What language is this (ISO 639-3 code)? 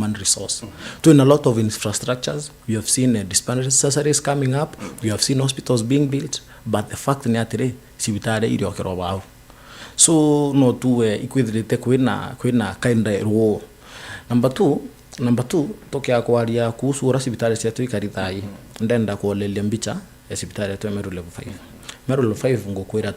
mer